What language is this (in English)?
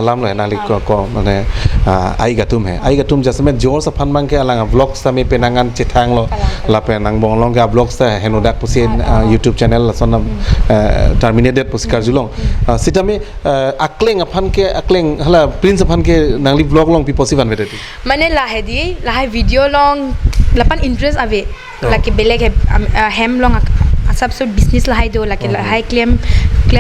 Karbi